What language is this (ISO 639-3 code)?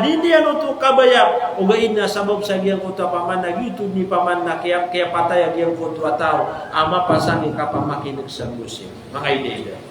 mrw